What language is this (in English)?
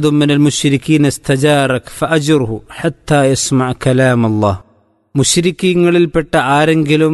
Malayalam